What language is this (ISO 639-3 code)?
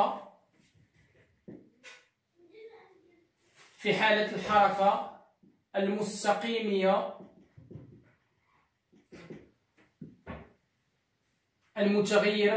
ary